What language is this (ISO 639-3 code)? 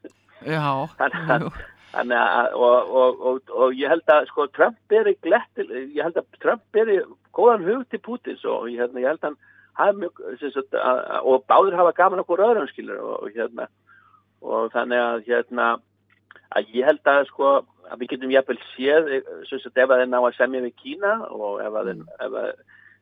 isl